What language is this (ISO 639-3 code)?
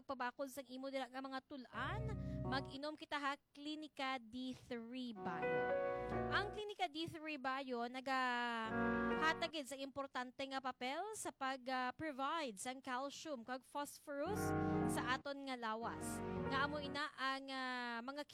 hil